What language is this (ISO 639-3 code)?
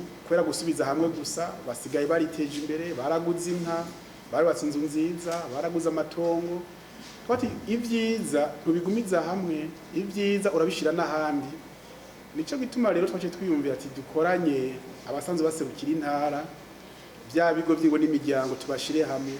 run